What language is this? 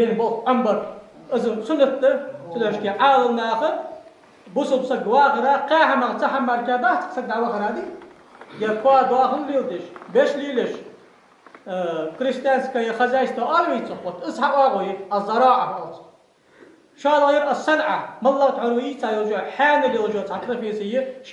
Ingush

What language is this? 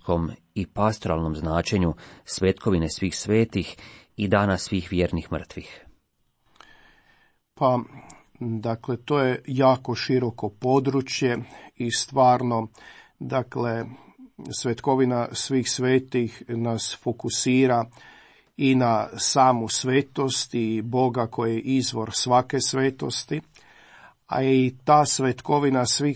Croatian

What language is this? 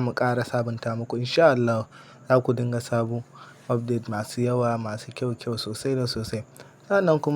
Hausa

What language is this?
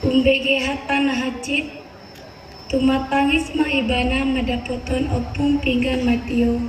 Batak Toba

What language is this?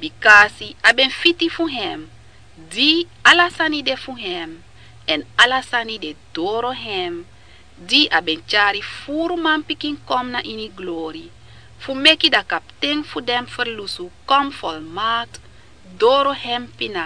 Sranan Tongo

